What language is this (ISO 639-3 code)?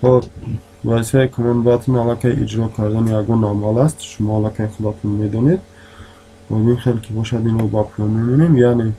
tgk